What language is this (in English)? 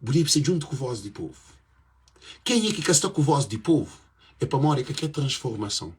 Kabuverdianu